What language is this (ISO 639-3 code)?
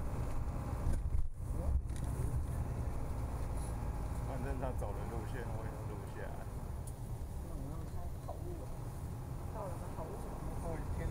zho